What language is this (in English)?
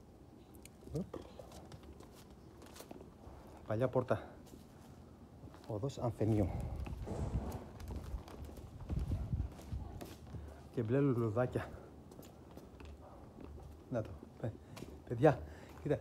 Greek